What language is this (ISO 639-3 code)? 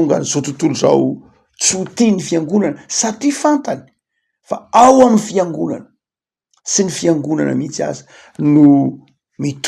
mlg